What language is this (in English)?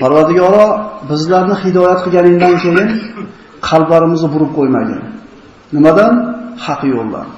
Uzbek